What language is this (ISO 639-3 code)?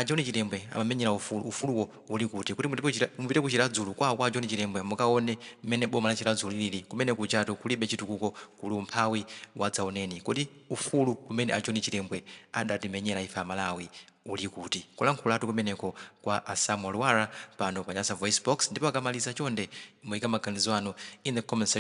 nya